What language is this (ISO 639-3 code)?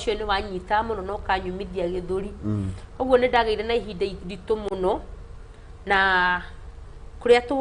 kik